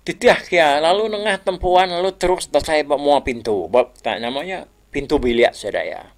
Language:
Iban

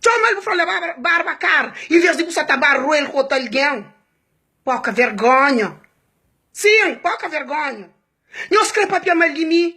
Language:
Kabuverdianu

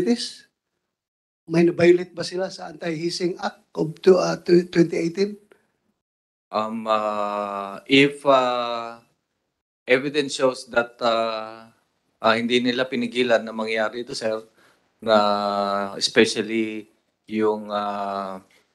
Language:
Filipino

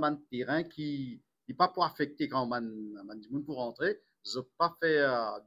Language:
Morisyen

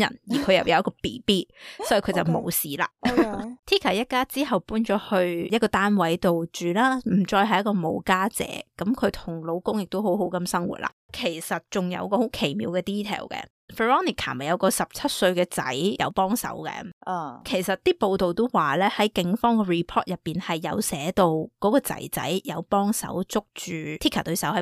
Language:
Cantonese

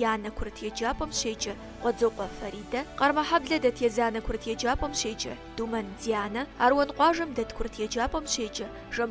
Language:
Kabardian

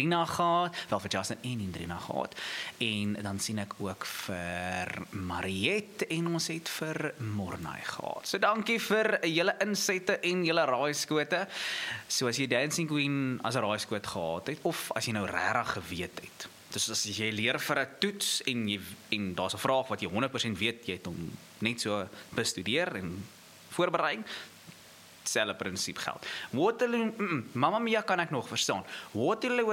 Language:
Afrikaans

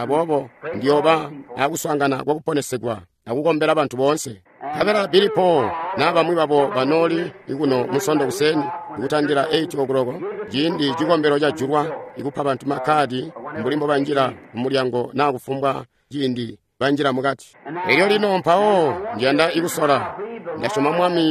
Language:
Tonga (Zambia)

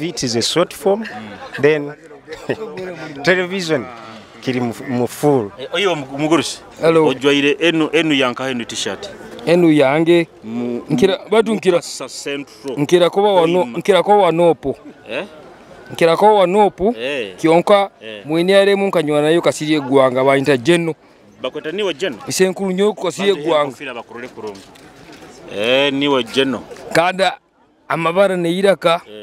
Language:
Nyoro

